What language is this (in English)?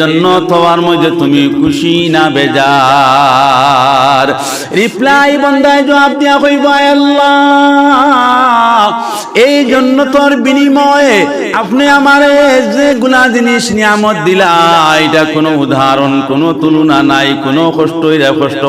Sylheti